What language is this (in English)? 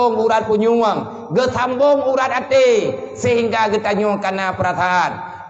Achinese